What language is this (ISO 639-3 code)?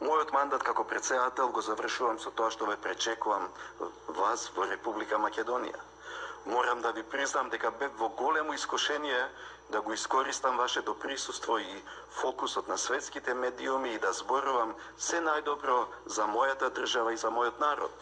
mkd